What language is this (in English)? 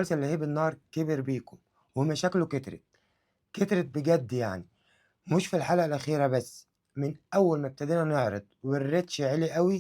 Egyptian Arabic